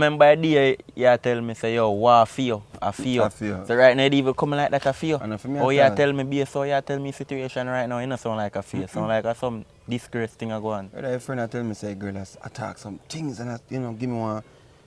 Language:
Jamaican Creole English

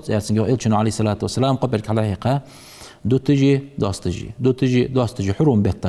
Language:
Ingush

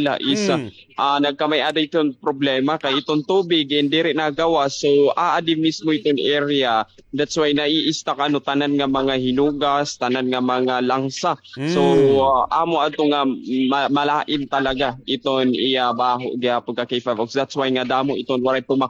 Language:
Waray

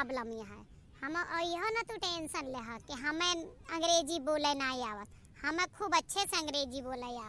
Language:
Awadhi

